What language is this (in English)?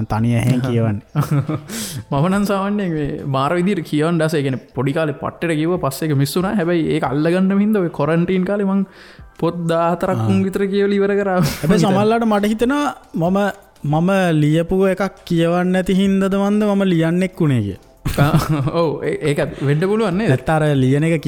Sinhala